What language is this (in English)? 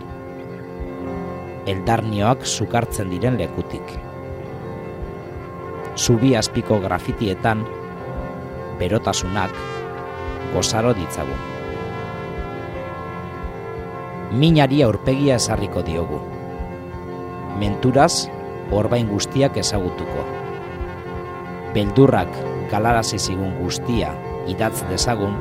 Basque